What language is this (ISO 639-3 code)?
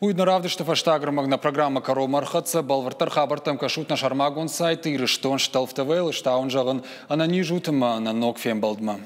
oss